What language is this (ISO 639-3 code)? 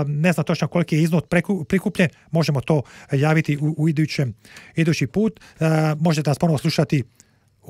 hrv